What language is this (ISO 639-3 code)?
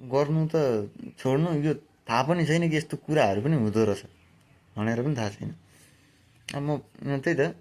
nep